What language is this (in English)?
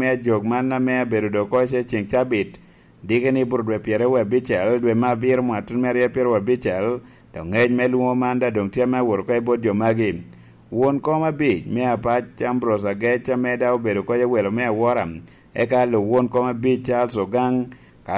Lango (Uganda)